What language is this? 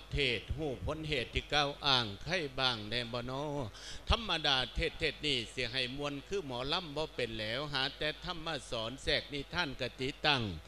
Lao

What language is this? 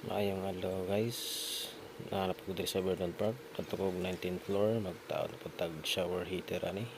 Cebuano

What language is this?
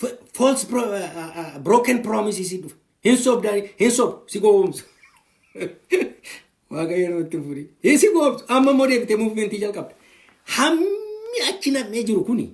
Oromo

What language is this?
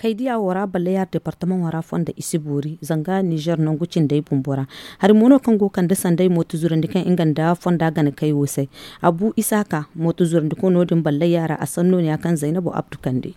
Zarma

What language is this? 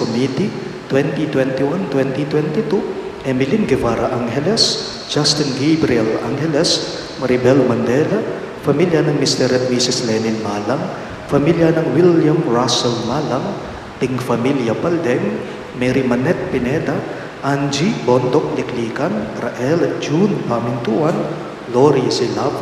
Pampanga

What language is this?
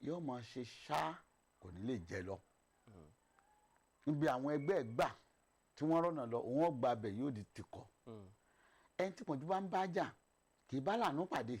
Yoruba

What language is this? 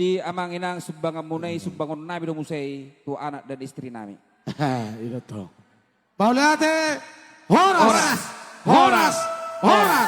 Batak Toba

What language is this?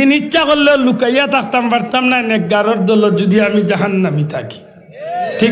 Sylheti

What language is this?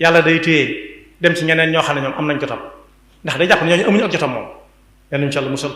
Wolof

